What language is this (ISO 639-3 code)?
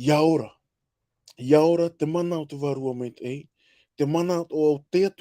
tah